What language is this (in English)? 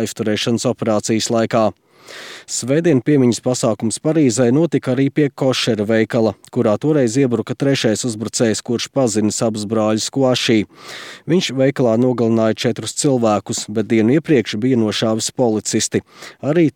Latvian